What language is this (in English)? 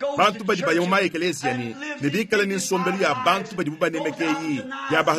Luba-Lulua